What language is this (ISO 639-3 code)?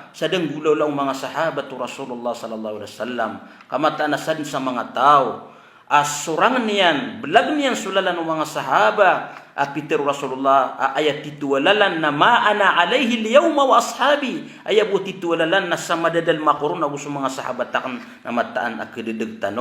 mrw